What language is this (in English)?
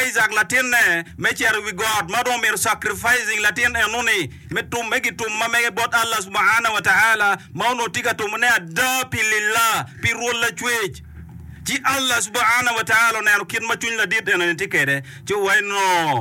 Acoli